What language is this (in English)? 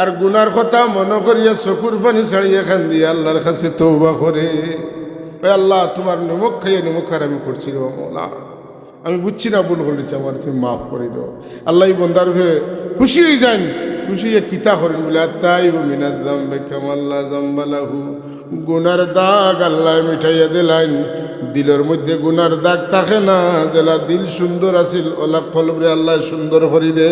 Sylheti